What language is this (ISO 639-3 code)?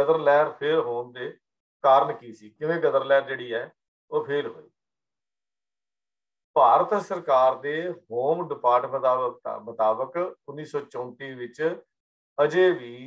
pan